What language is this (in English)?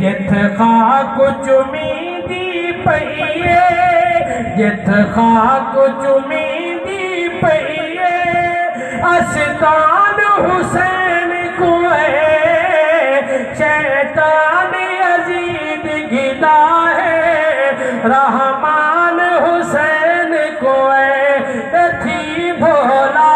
Saraiki